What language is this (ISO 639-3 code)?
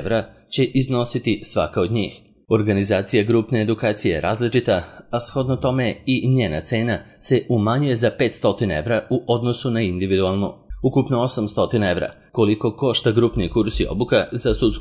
srp